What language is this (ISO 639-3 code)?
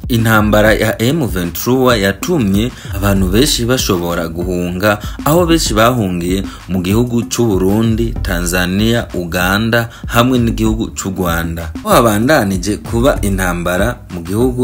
run